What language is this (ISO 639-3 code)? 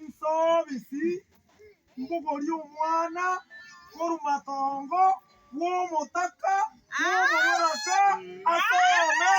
guz